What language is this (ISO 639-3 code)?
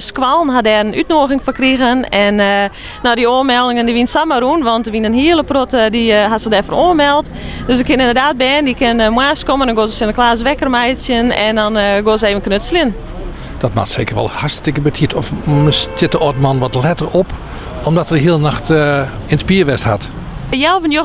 fry